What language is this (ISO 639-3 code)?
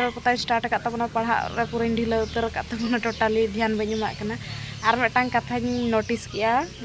sat